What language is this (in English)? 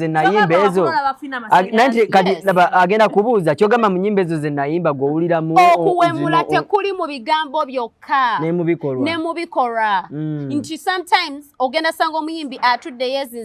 Ganda